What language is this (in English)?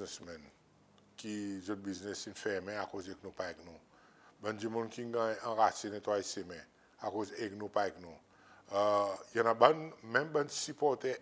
Seselwa Creole French